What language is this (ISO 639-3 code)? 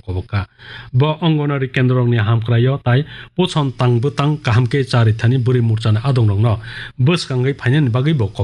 trp